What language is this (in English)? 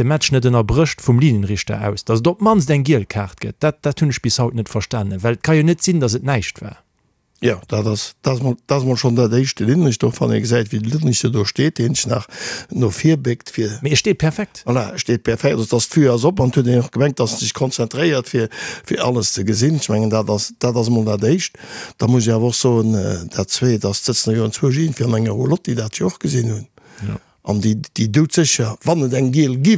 Luxembourgish